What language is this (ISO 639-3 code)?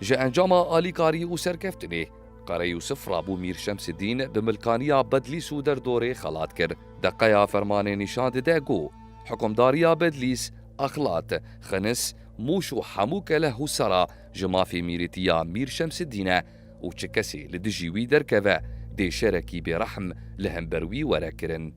kur